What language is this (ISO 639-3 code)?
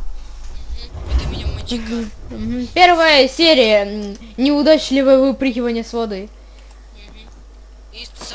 rus